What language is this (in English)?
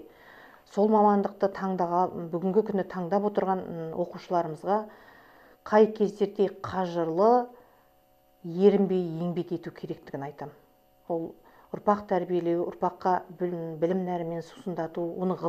Kazakh